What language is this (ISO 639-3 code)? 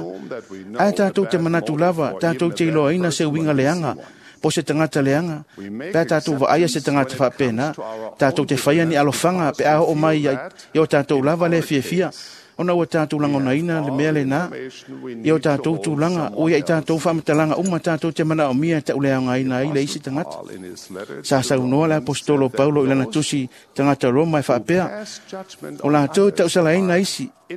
smo